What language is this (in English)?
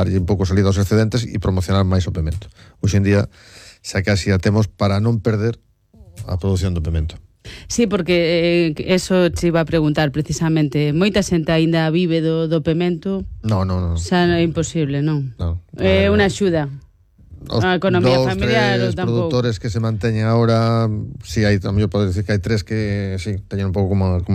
Galician